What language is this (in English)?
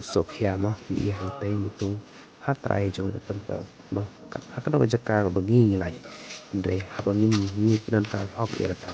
Khasi